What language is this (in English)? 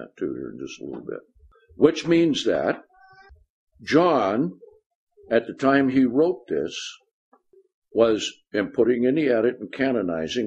English